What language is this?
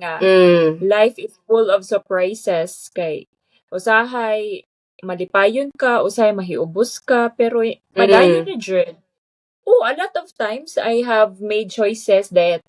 Cebuano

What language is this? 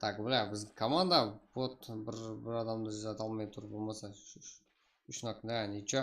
Kara-Kalpak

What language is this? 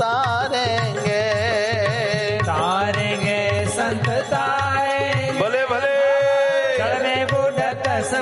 Gujarati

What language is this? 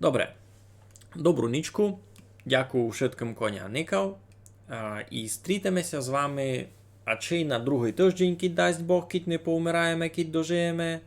Rusyn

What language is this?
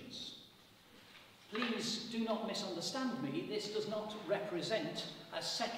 English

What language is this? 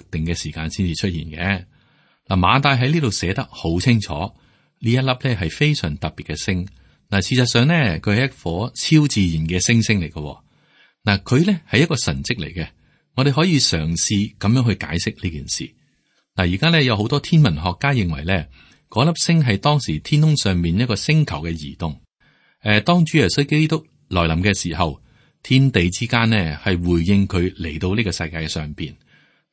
Cantonese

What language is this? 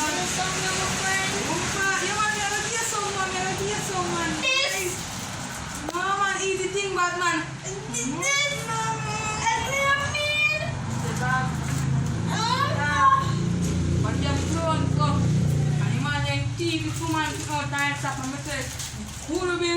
Jamaican Creole English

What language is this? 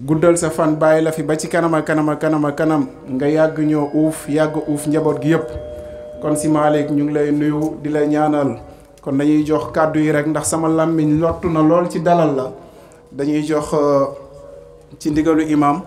Wolof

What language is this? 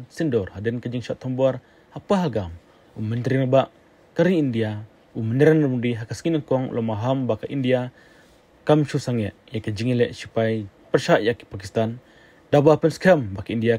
Khasi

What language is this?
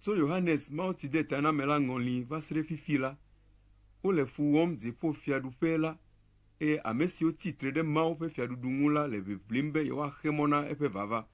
Ewe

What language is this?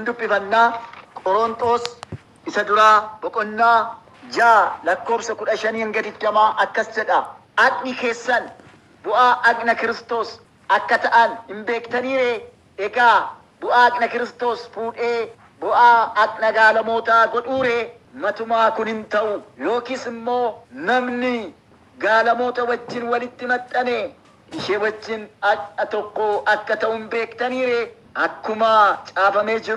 Oromo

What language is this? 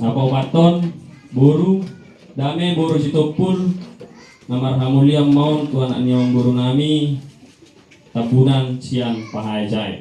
Batak Toba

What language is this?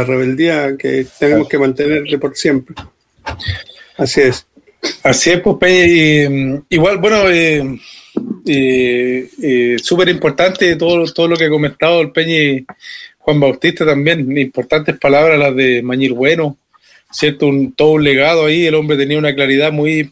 Spanish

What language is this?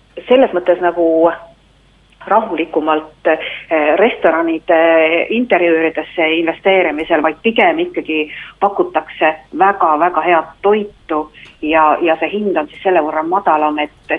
Estonian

